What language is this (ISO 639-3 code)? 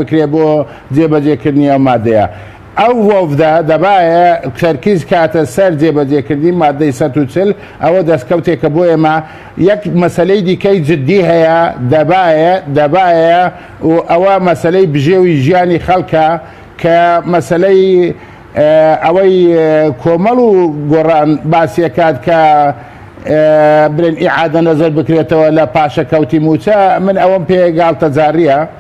ckb